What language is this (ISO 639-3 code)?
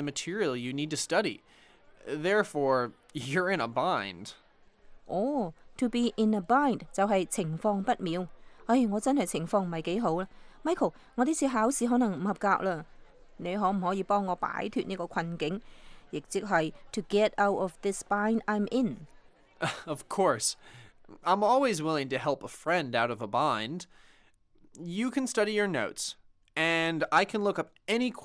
yue